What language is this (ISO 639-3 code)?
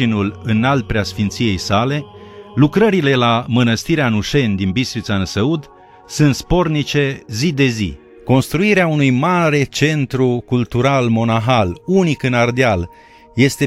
ron